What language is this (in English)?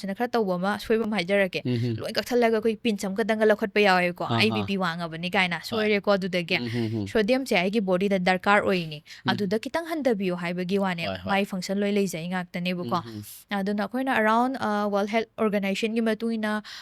Manipuri